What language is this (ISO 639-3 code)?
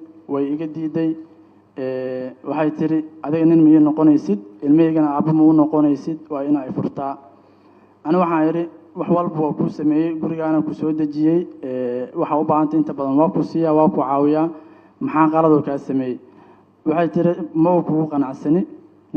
som